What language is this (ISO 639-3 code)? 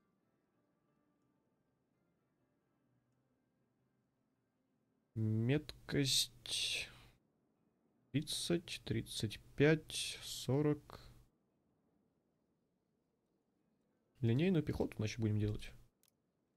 rus